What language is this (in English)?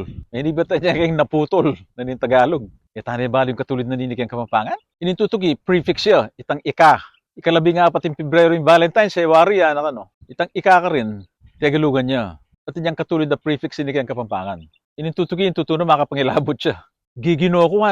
Pampanga